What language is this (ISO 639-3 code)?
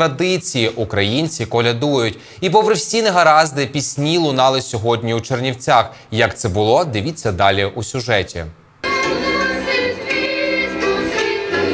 ukr